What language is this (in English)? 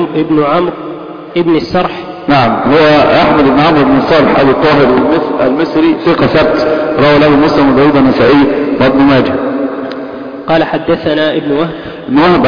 Arabic